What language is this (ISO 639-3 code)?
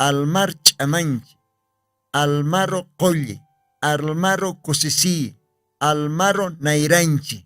aym